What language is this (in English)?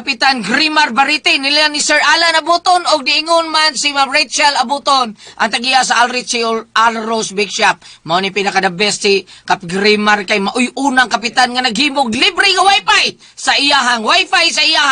Cebuano